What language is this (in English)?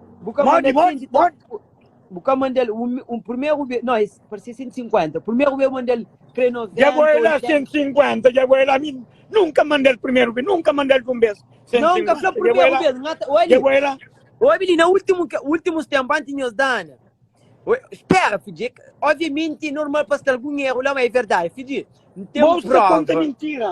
Kabuverdianu